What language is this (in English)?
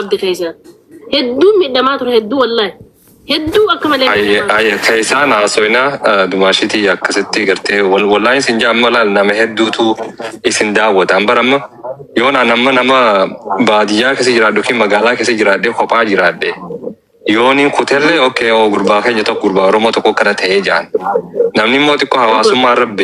Oromo